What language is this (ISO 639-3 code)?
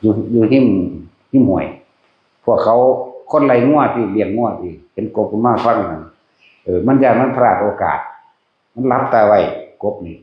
tts